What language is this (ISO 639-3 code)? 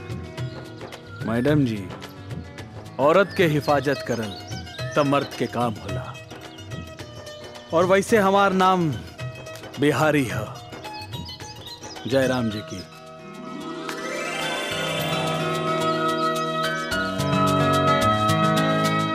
bho